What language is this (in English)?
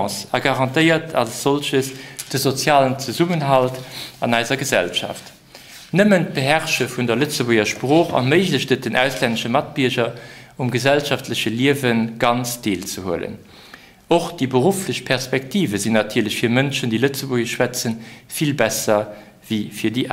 Luxembourgish